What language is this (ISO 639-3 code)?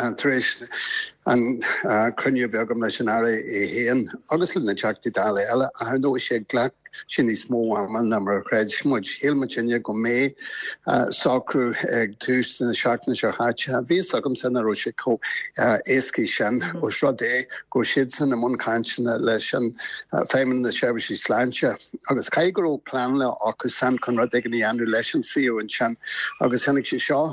gle